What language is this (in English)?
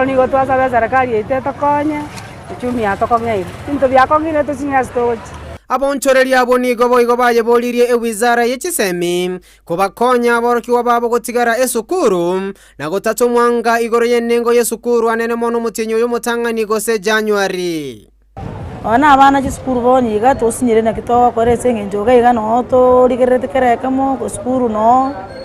Gusii